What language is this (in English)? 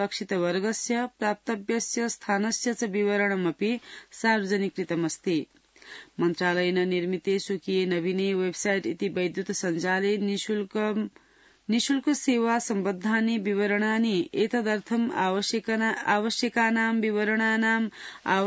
Sanskrit